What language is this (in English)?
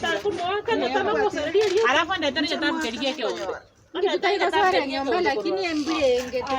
Gusii